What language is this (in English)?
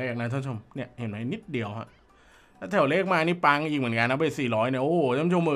Thai